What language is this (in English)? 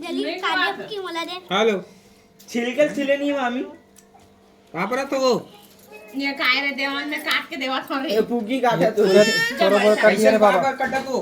Chhattisgarhi